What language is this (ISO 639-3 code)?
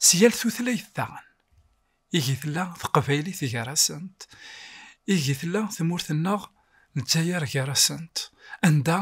kab